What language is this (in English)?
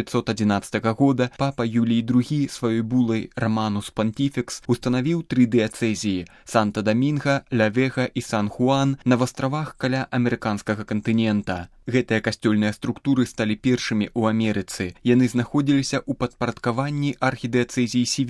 Belarusian